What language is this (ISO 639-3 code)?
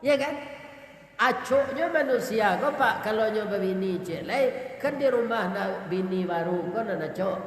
min